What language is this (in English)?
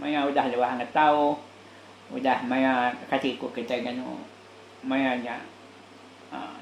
Iban